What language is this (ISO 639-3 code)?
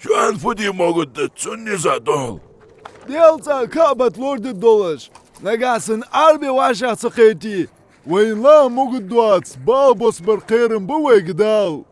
inh